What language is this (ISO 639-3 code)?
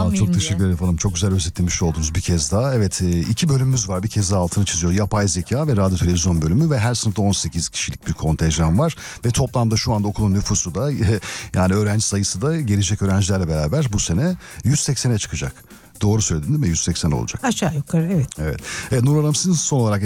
tur